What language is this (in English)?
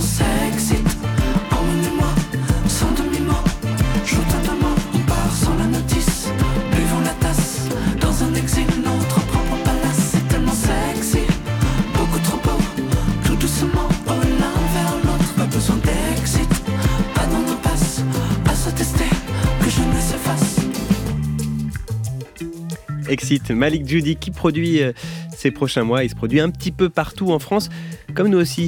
French